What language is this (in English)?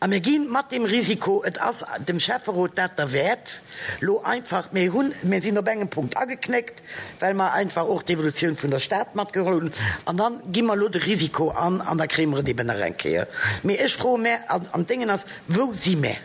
Luxembourgish